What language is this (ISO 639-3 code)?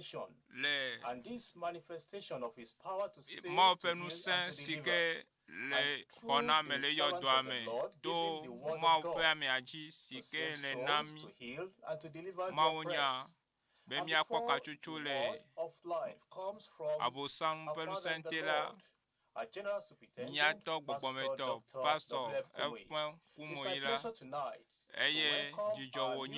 ewe